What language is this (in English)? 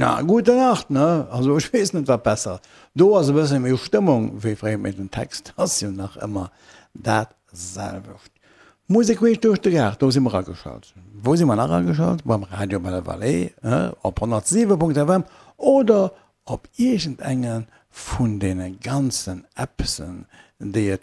Luxembourgish